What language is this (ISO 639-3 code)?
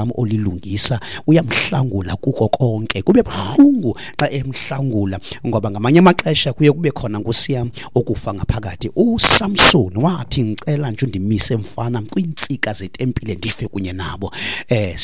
xho